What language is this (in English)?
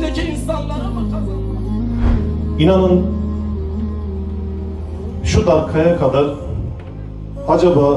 Turkish